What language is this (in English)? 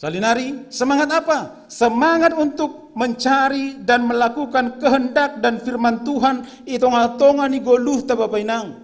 Batak Simalungun